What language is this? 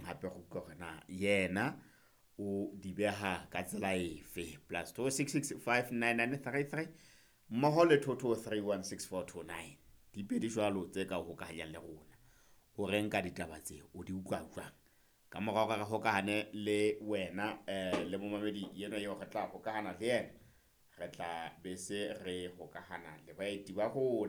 Southern Sotho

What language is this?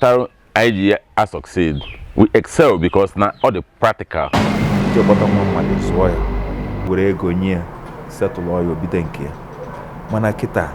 Igbo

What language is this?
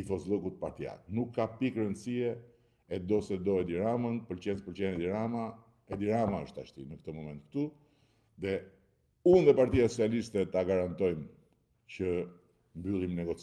Albanian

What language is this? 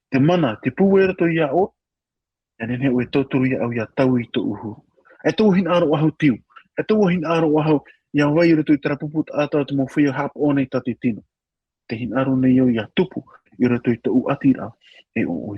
Tahitian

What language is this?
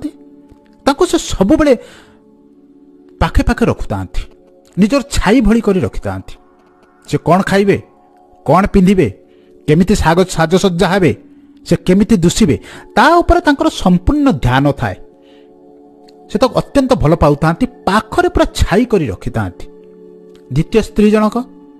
Odia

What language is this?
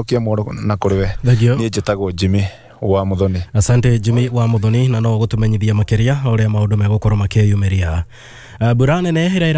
Kikuyu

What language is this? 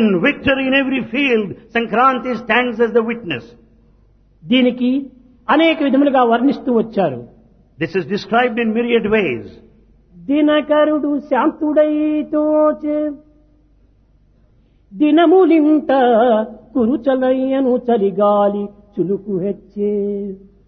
Telugu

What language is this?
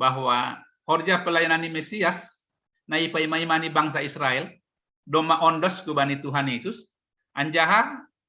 Batak Simalungun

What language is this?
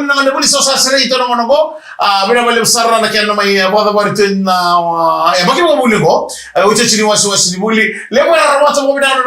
Fijian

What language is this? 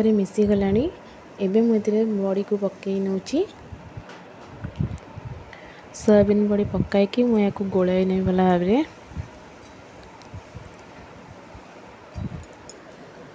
Odia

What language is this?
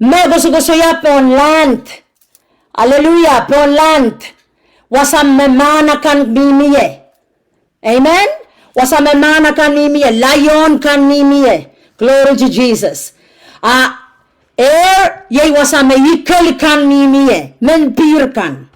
Pohnpeian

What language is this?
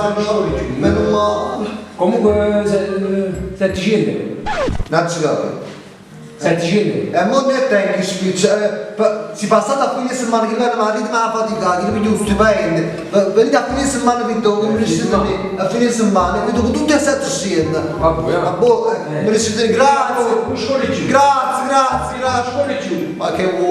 Neapolitan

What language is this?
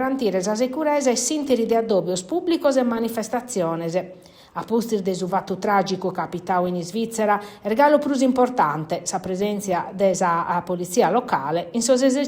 Sardinian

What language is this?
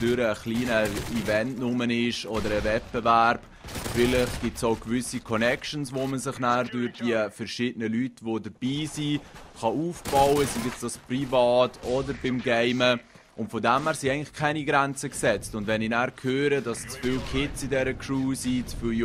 Swiss German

